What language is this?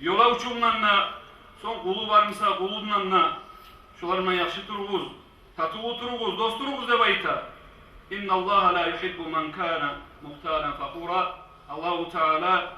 Kumyk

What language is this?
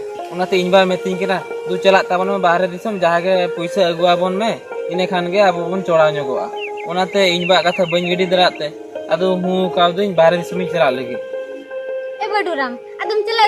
Santali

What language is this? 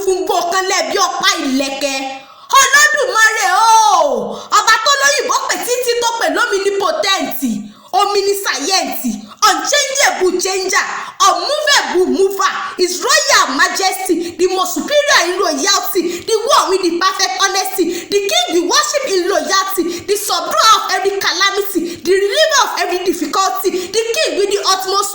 Yoruba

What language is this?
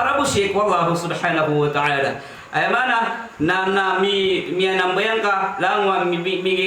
Maranao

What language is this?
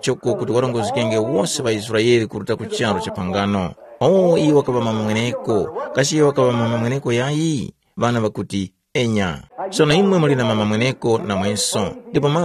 Tumbuka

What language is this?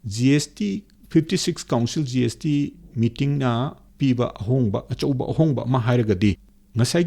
Manipuri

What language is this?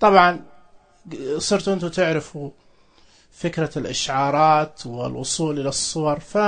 Najdi Arabic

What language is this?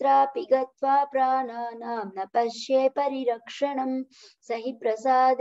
Sanskrit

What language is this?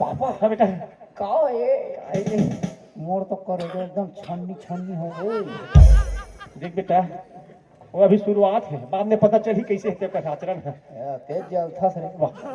Chhattisgarhi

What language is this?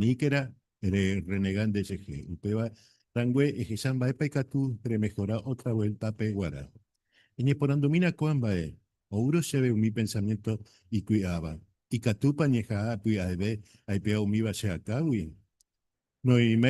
Guarani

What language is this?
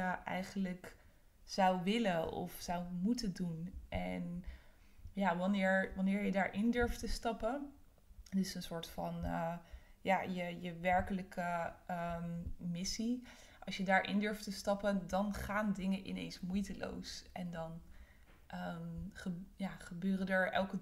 Dutch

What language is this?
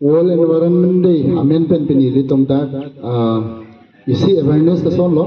Karbi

